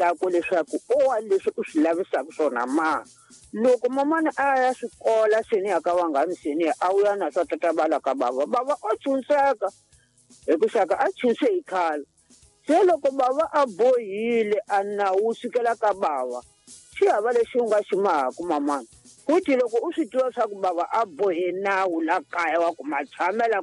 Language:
Tsonga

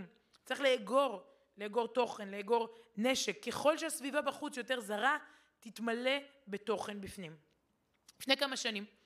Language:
Hebrew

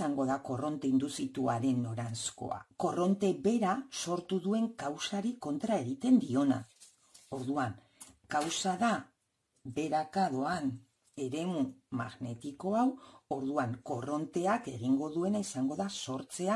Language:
Basque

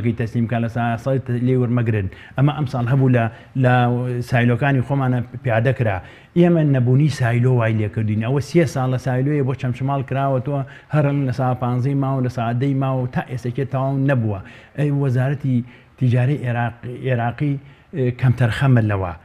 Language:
Central Kurdish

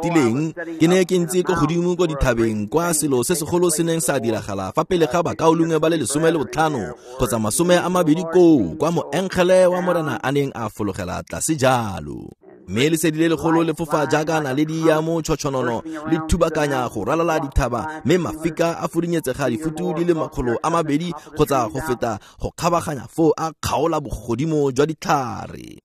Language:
Tswana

